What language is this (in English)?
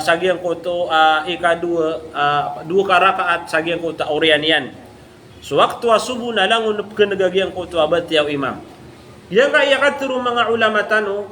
Maranao